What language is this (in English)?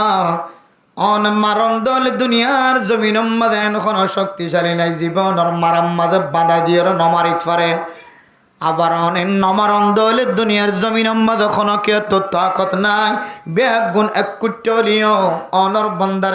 Rohingya